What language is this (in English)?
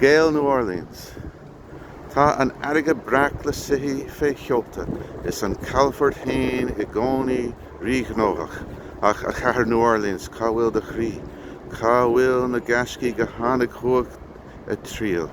Irish